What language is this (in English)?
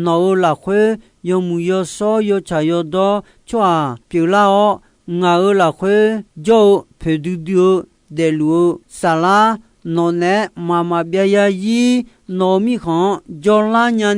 Akha